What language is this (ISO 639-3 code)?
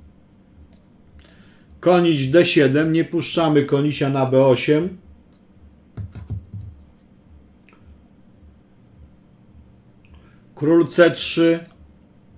pol